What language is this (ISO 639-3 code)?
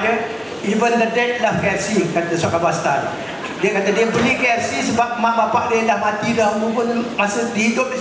msa